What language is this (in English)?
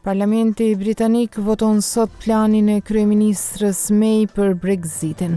Albanian